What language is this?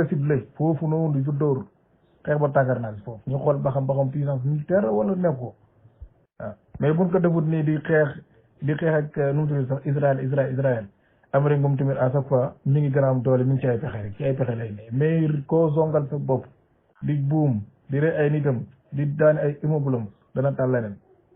Wolof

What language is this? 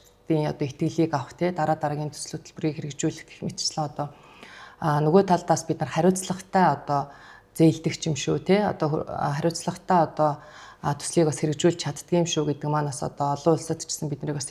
Mongolian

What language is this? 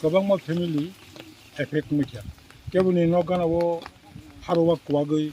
Kok Borok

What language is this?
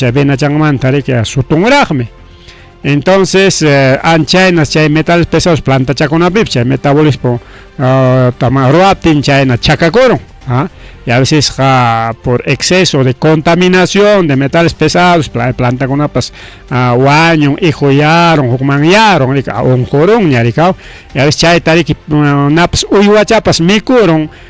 Ayacucho Quechua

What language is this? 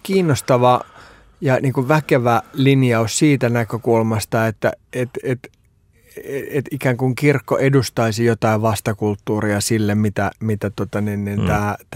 Finnish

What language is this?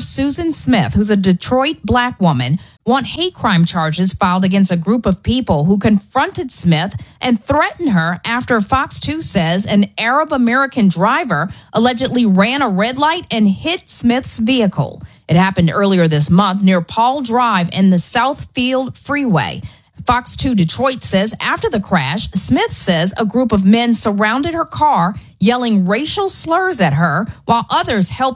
English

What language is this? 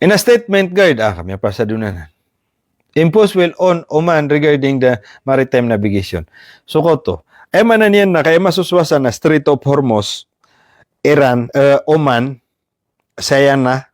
Maranao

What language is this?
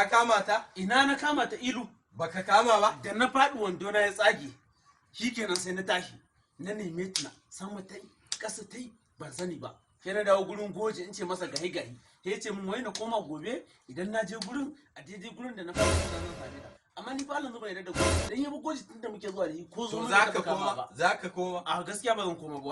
Hausa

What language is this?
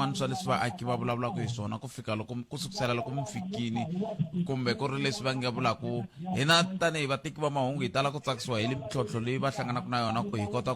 Tsonga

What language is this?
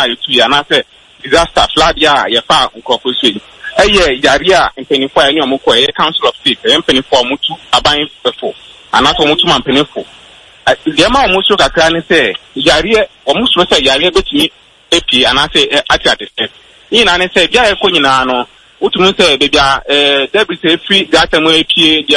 Akan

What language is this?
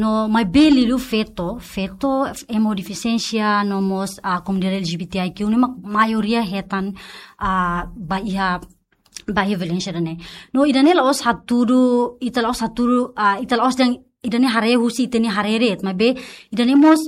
Tetum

